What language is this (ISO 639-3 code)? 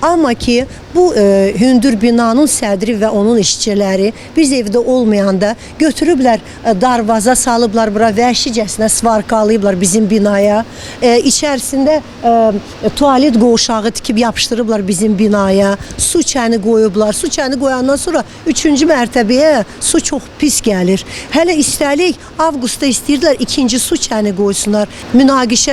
aze